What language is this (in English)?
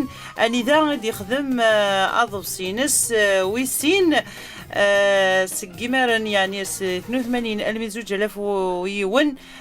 Kabyle